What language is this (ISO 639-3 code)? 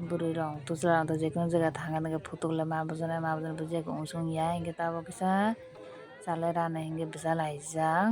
trp